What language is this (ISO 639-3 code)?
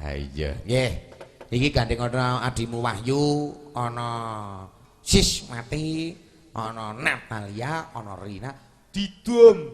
jav